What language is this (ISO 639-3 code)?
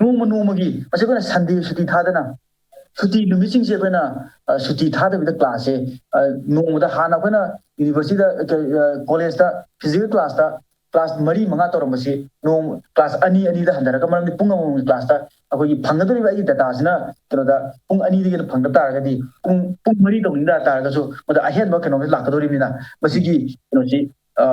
mni